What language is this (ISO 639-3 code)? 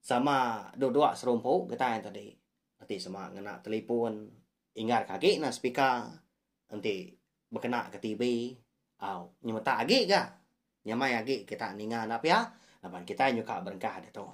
iba